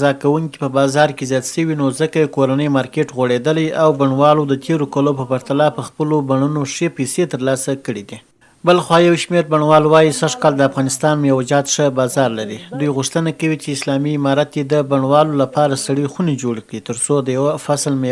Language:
Pashto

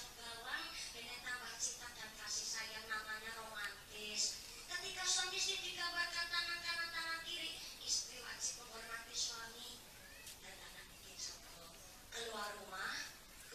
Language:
Javanese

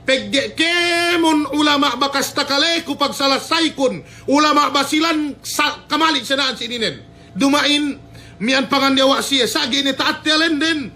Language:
Yakan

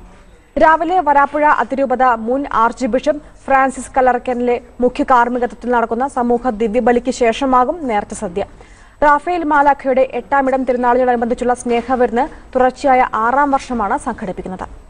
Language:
Malayalam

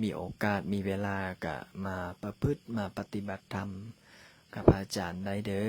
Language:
Lao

